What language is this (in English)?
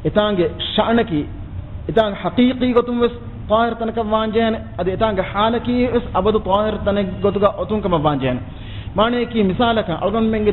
Divehi